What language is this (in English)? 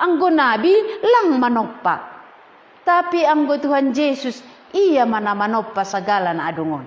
Batak Simalungun